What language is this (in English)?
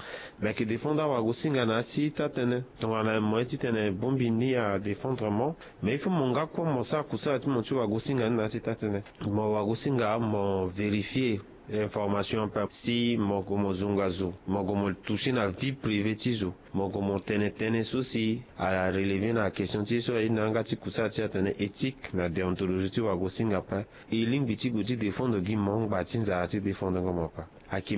Sango